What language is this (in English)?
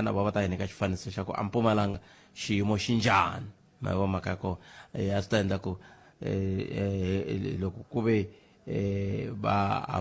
Tsonga